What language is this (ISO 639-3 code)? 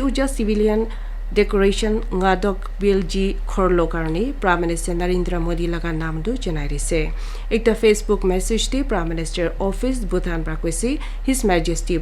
nag